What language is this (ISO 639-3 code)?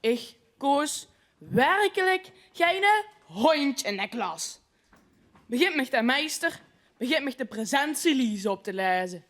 lim